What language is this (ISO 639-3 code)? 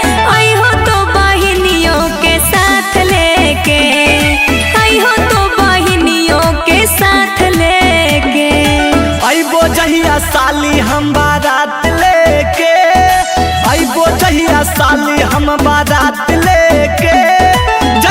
mag